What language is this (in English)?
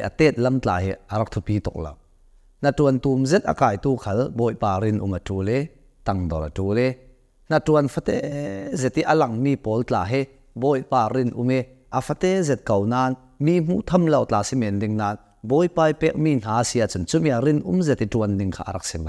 Hakha Chin